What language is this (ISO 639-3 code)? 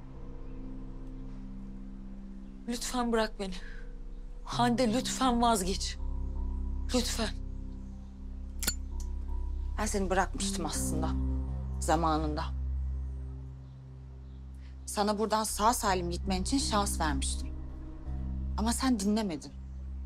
tur